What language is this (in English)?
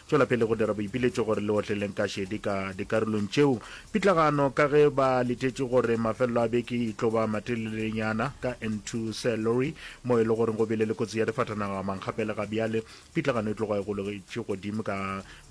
Northern Sotho